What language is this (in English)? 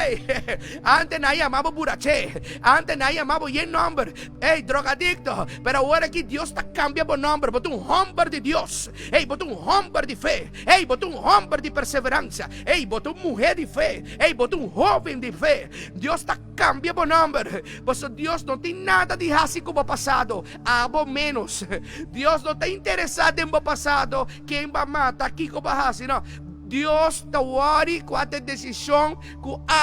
Papiamento